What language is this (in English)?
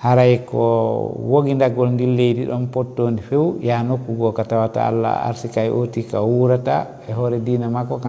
Fula